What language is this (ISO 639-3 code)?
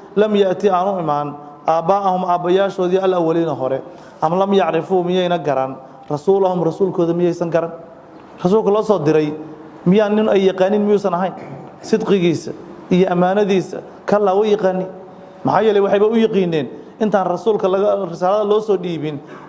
som